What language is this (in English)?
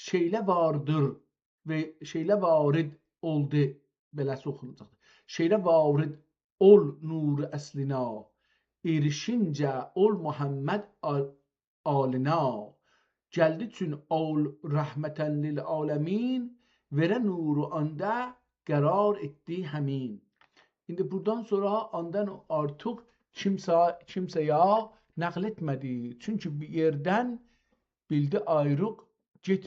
South Azerbaijani